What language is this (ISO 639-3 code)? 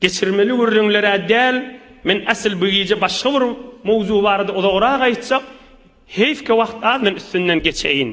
tuk